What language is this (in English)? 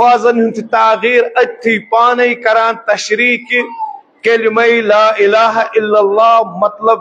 Kashmiri